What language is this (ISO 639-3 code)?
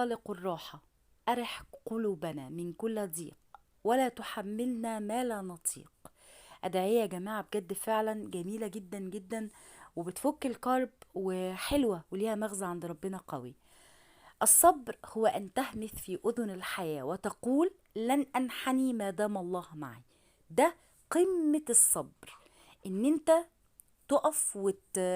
arz